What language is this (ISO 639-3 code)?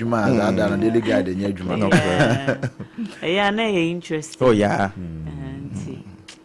aka